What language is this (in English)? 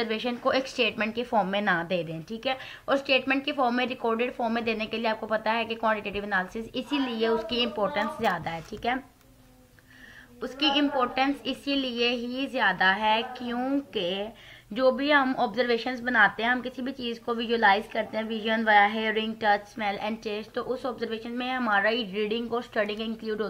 Hindi